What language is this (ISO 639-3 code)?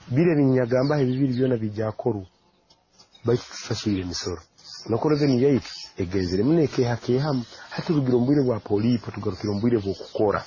nyo